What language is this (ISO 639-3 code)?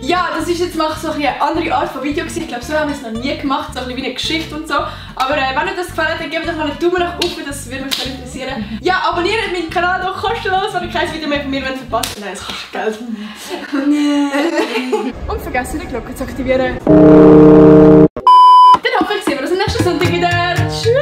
gsw